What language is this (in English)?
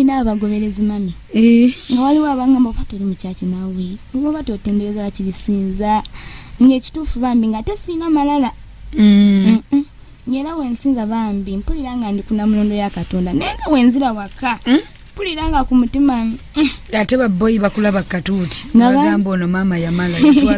Ganda